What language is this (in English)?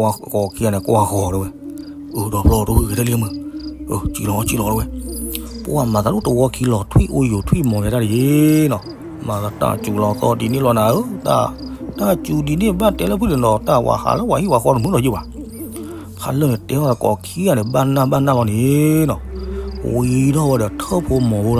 S'gaw Karen